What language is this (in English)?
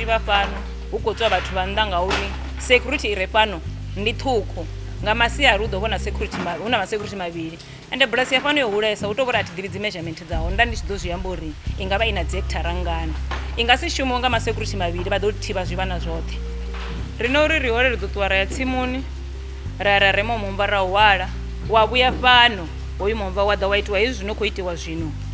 Venda